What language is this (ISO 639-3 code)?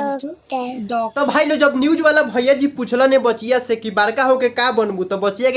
bho